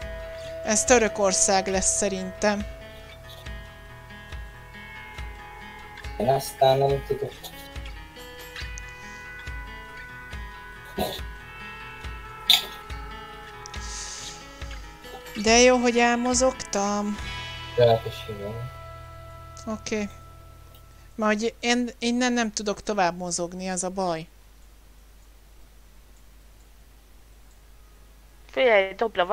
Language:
Hungarian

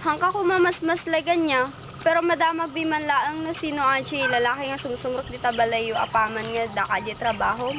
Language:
Iloko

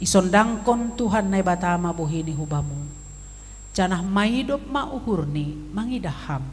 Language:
Batak Simalungun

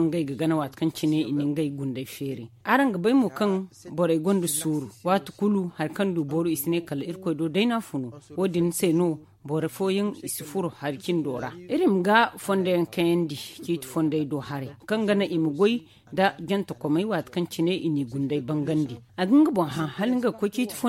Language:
Zarma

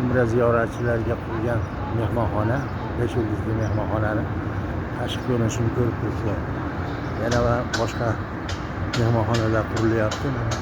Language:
Uzbek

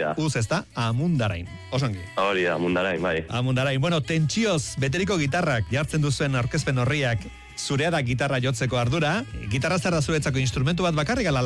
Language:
Basque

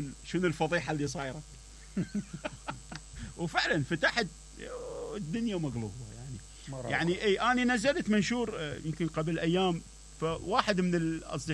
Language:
Mesopotamian Arabic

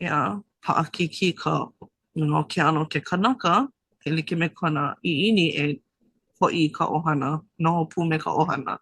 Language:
Hawaiian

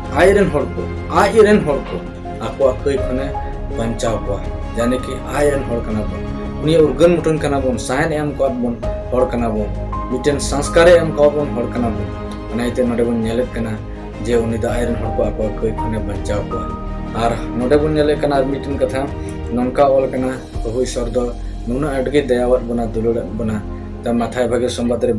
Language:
Santali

